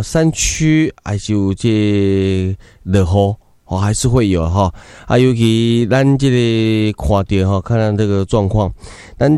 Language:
Min Nan Chinese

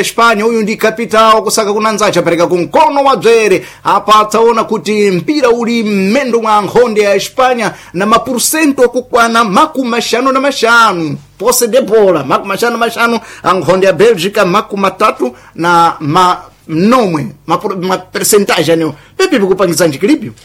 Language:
Sena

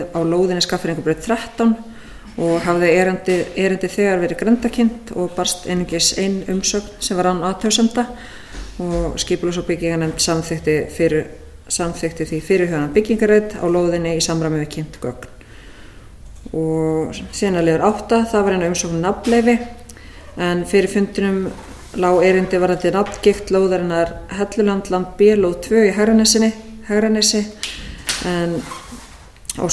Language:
Icelandic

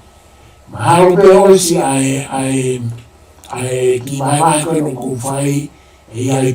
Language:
Tongan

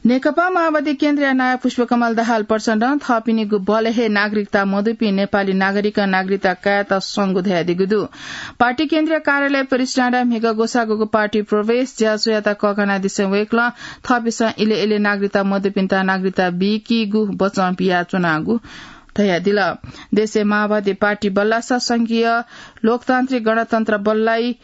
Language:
Newari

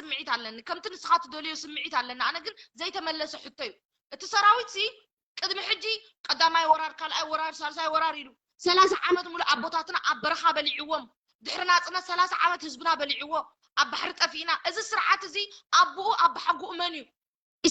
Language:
Tigrinya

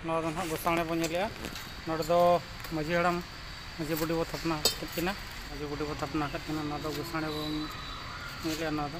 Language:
Santali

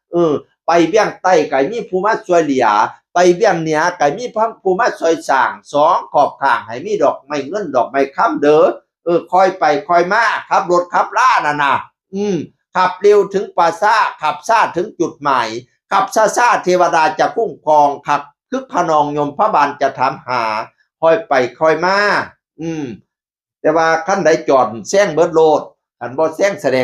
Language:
Northeastern Thai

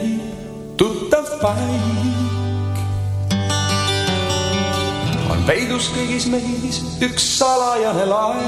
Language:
Estonian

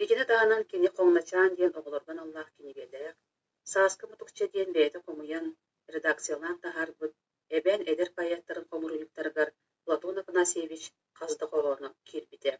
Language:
Yakut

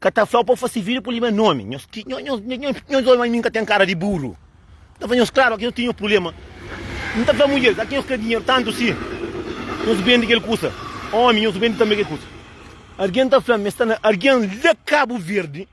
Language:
Kabuverdianu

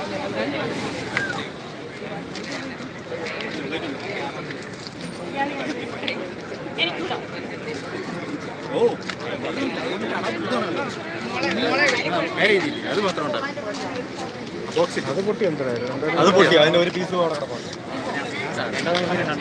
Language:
Malayalam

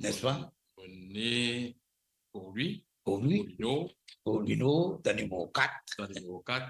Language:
Morisyen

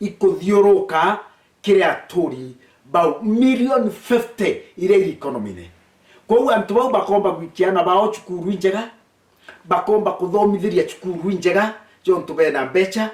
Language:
Meru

